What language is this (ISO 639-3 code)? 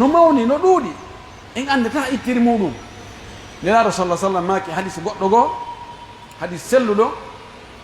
fuf